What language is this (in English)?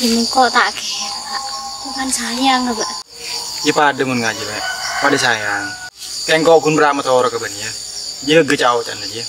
Madurese